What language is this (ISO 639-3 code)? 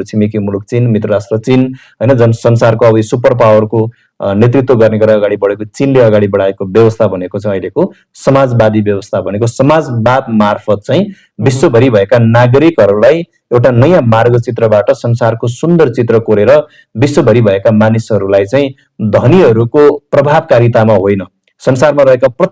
nep